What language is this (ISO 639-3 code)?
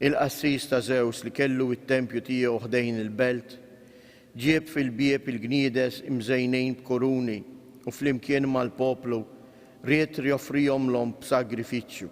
mlt